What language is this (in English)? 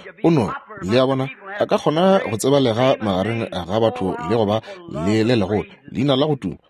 Northern Sotho